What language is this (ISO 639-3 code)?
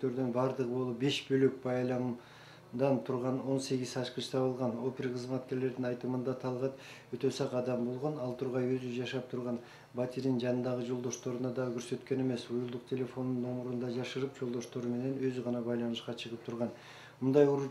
kir